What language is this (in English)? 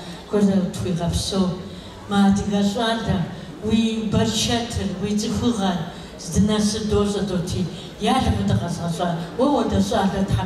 Kabardian